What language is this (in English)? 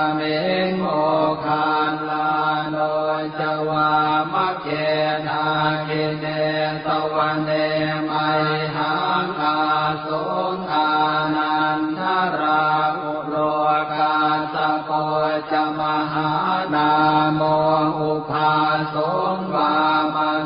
Pali